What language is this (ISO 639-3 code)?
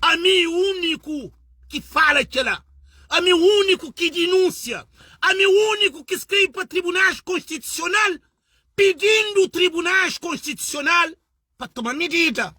kea